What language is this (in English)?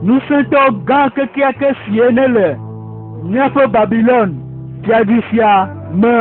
Ewe